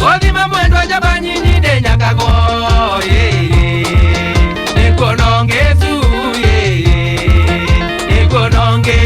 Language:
Kikuyu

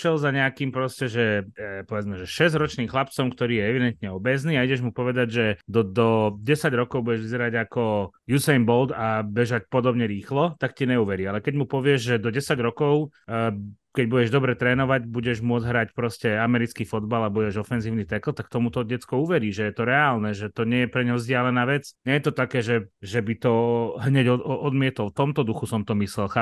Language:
Slovak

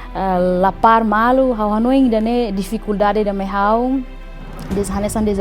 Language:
Tetum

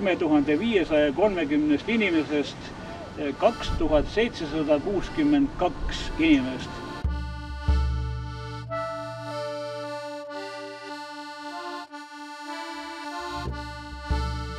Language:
Estonian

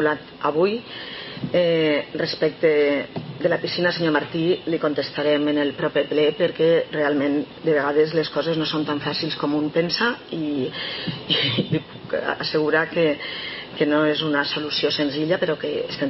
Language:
Catalan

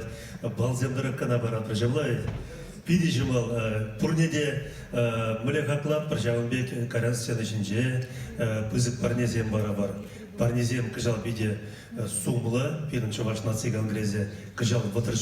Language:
Chuvash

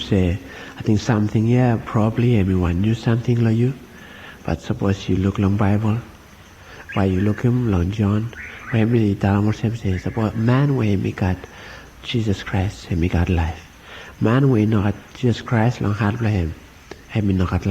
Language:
Bislama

